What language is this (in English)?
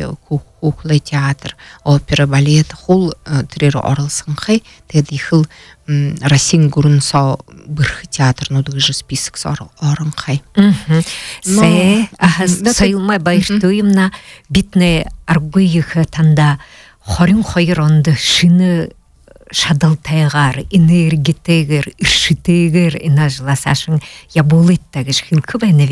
Buriat